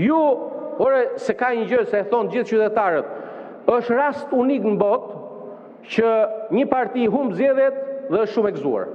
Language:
Albanian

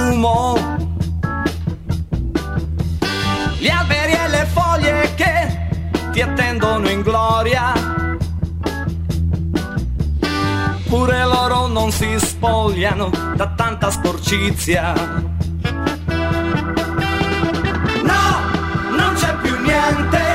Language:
Italian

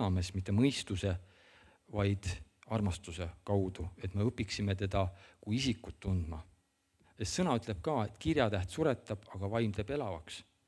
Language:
Estonian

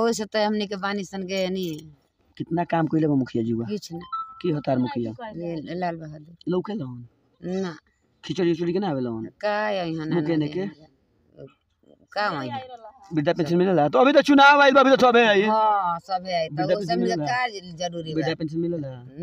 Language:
Bhojpuri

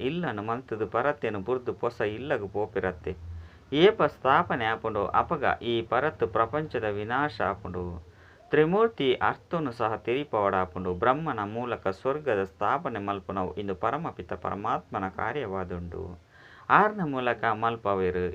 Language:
Tulu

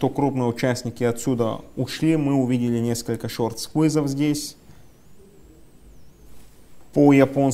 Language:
Russian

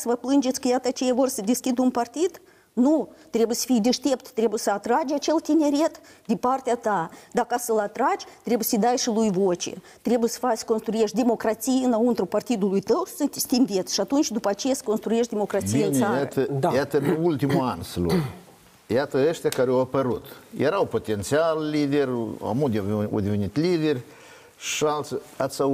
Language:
Romanian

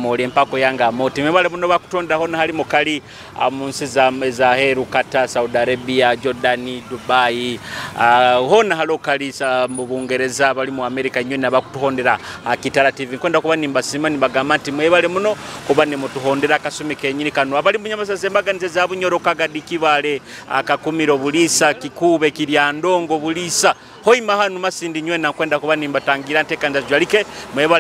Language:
Nyoro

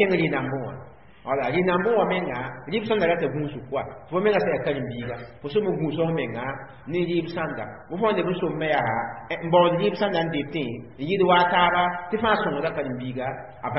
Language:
Mossi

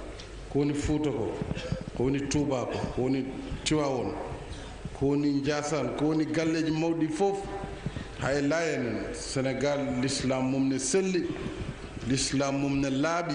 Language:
Fula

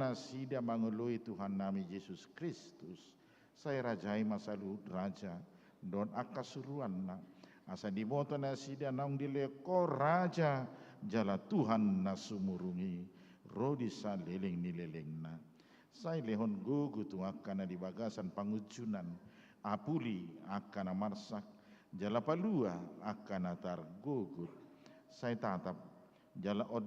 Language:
Batak Toba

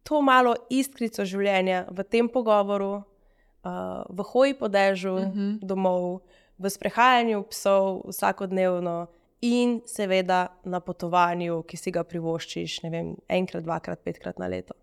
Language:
Slovenian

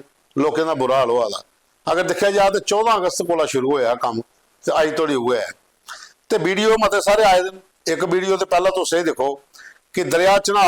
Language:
Dogri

